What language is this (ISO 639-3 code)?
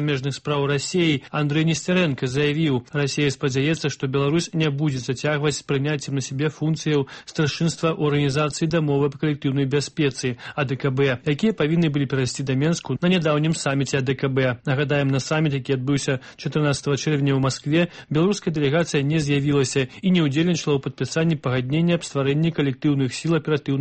bel